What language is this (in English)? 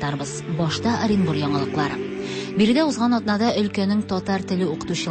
Tatar